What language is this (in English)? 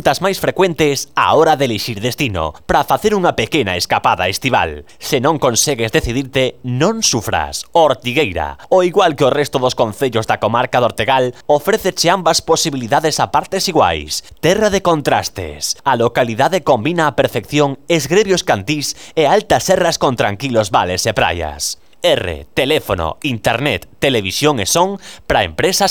Galician